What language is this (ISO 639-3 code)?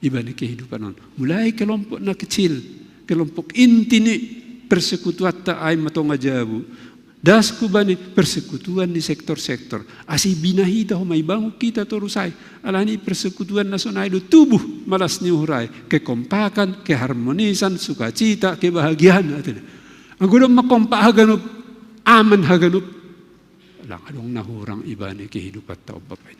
bts